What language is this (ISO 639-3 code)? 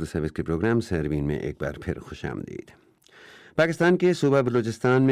urd